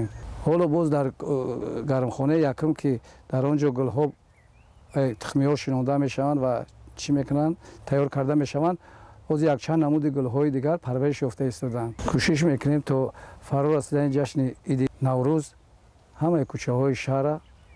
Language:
Tajik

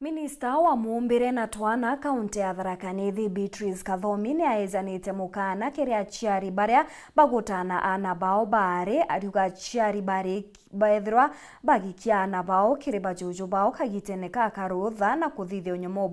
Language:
Meru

